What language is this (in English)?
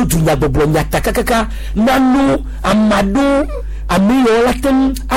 Gen